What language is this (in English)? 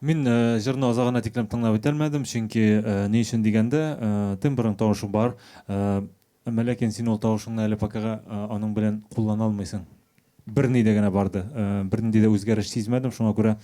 Bashkir